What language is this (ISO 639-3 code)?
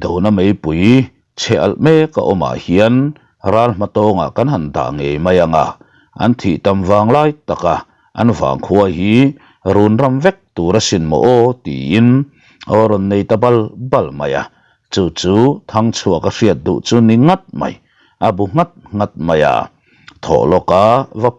lus